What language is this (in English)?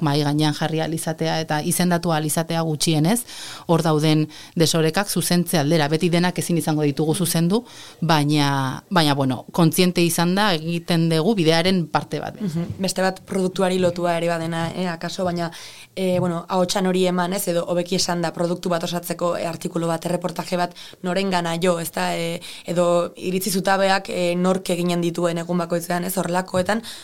Basque